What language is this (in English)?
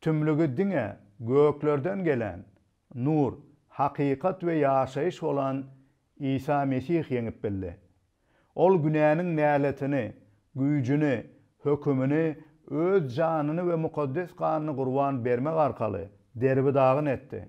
Turkmen